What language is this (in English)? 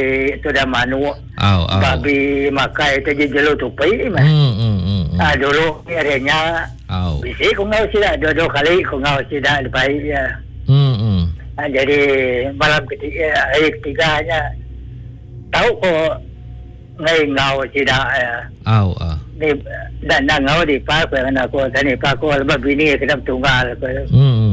Iban